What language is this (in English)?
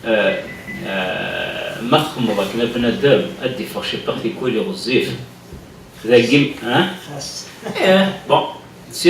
Kabyle